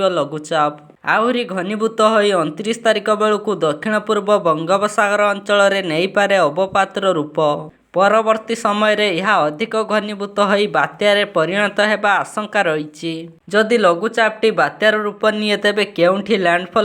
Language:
Odia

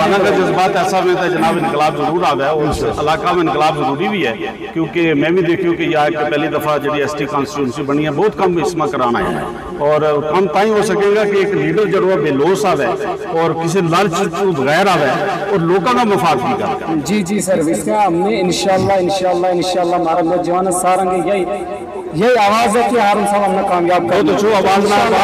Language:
Gujari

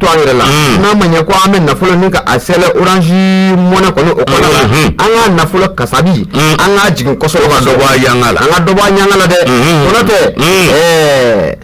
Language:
Bambara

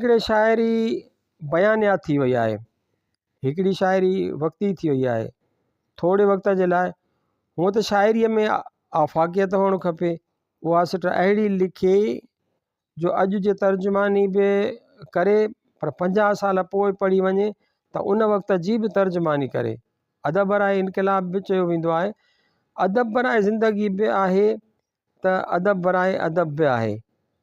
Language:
Sindhi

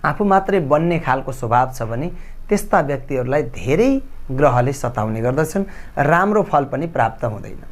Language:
Nepali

